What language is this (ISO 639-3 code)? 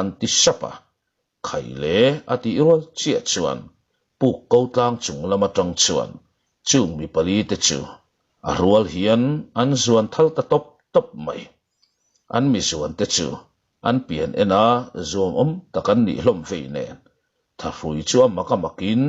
lus